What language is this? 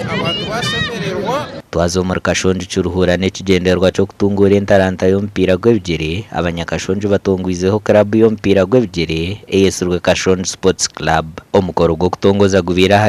Nyankole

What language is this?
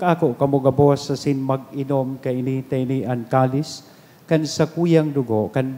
Bikol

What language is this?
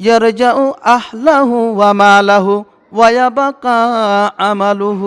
Rohingya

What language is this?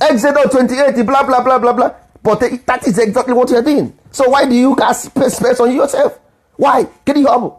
Igbo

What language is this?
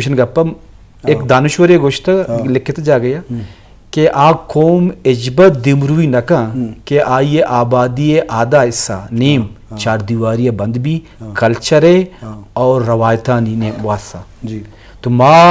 Eastern Balochi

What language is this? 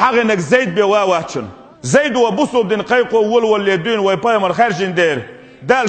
Chechen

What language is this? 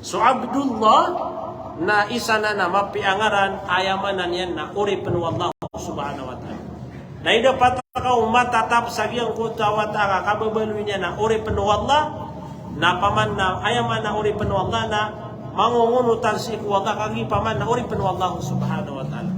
Maranao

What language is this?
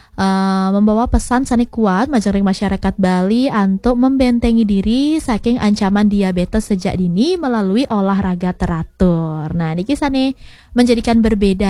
Balinese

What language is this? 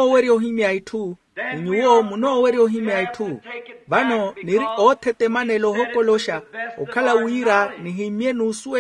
Makhuwa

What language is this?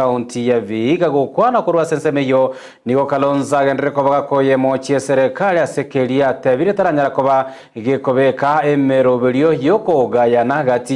Gusii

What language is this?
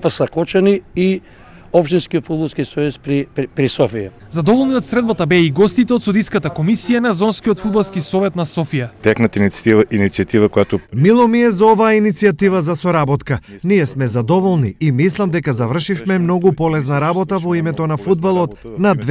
Macedonian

